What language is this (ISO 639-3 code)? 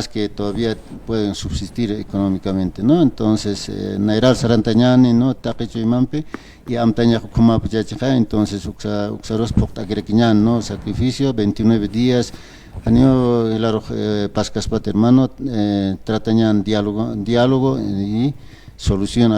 aym